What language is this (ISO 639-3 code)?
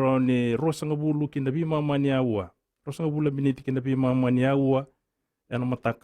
fij